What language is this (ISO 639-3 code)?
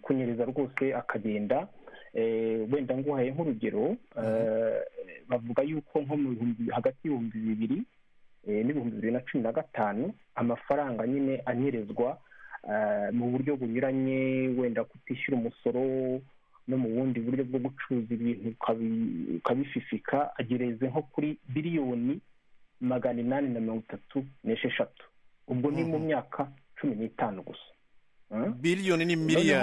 kin